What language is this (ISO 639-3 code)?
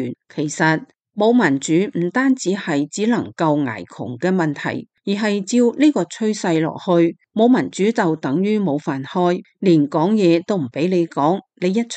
yue